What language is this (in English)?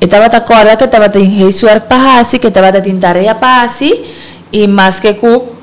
Papiamento